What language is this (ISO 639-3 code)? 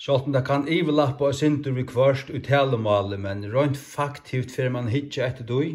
fao